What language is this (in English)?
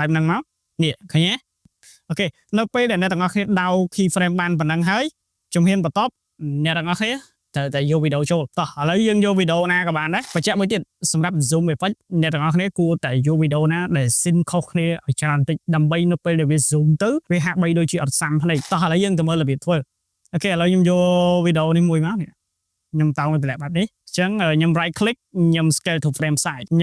Khmer